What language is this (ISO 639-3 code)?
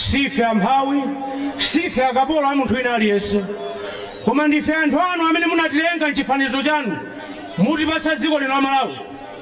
nya